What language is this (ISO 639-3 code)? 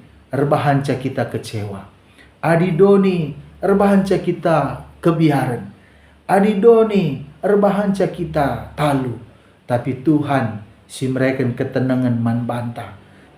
btx